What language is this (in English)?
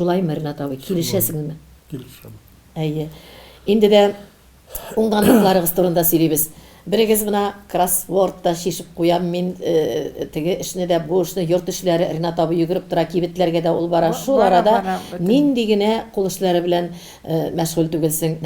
Tatar